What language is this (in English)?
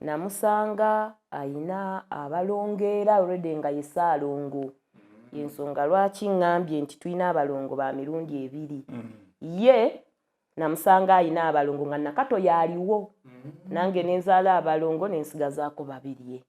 Ganda